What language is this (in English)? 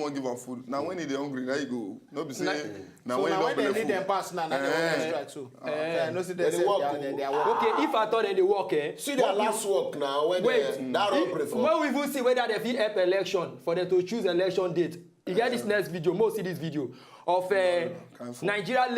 Nigerian Pidgin